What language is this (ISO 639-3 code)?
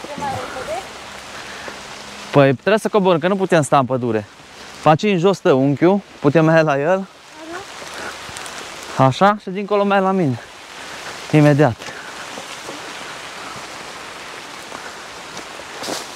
ron